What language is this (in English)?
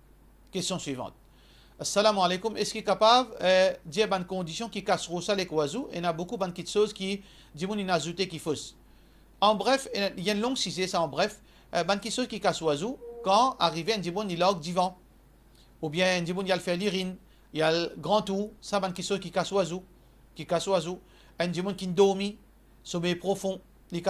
Morisyen